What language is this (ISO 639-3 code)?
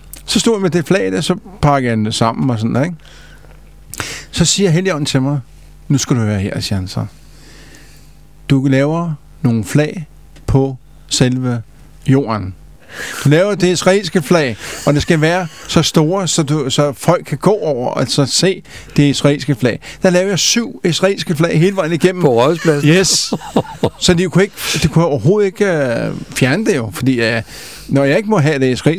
dan